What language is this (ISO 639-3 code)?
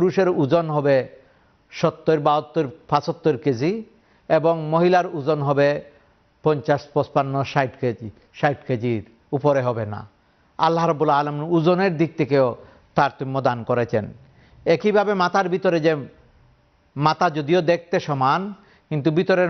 ben